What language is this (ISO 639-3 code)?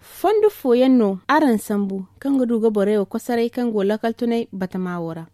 dje